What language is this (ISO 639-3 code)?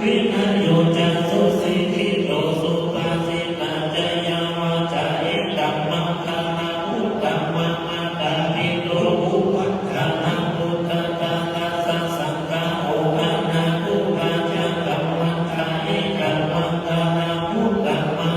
pli